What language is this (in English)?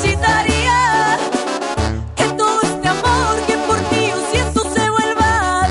Spanish